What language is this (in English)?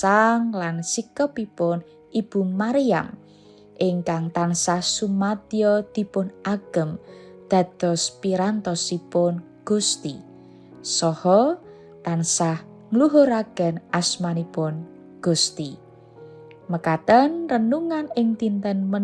Javanese